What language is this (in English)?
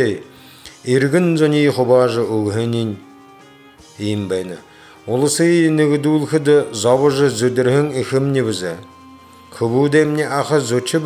Buriat